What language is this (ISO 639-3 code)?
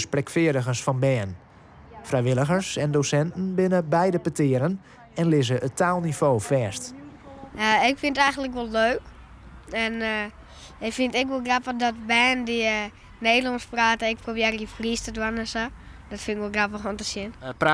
fry